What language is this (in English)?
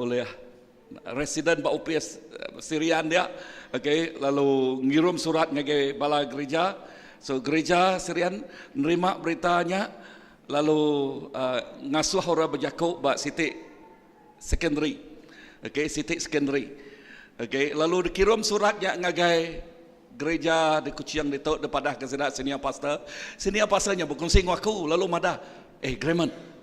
Iban